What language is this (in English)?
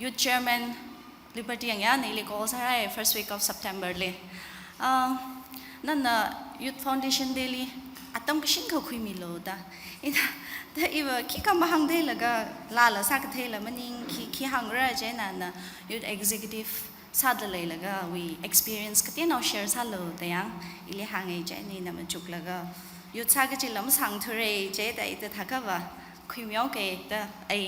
Tangkhul Naga (India)